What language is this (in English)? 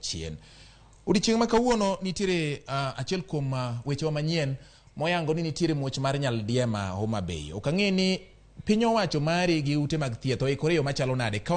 Luo (Kenya and Tanzania)